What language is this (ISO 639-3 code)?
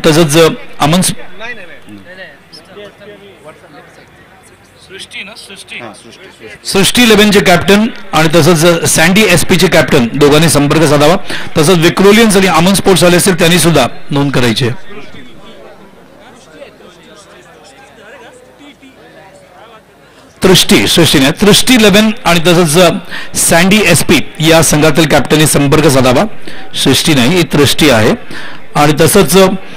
mar